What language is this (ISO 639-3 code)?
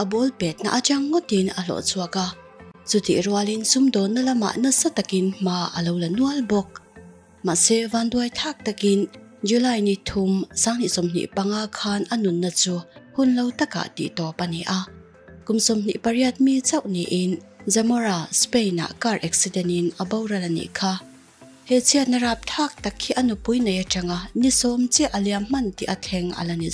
lus